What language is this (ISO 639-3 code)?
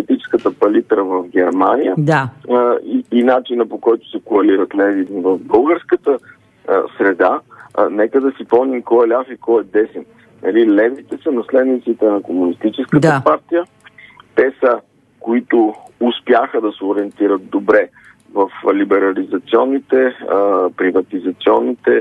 bul